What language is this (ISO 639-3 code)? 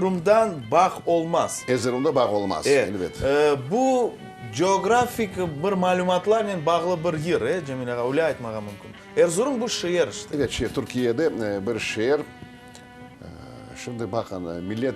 crh